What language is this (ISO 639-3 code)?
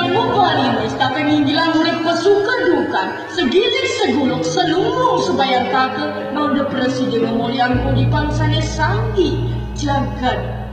ban